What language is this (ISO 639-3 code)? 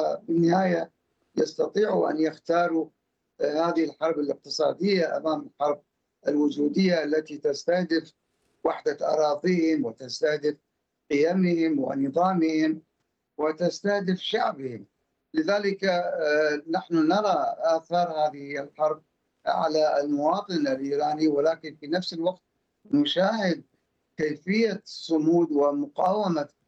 ara